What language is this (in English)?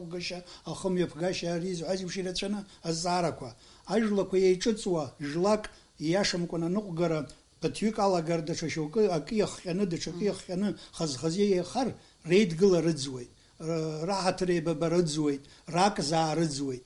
Abkhazian